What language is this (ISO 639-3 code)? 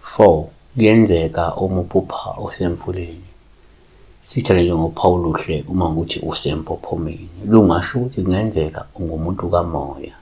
zul